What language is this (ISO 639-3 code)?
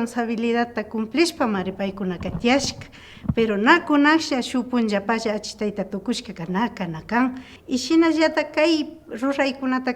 qvi